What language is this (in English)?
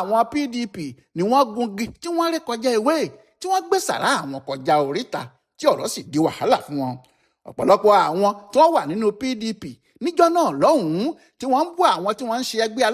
Yoruba